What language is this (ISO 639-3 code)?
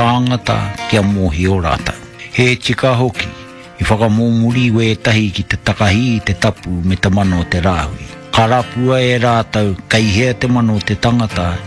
mri